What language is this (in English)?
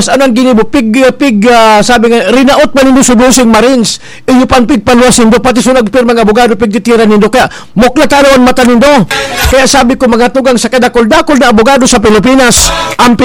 Bikol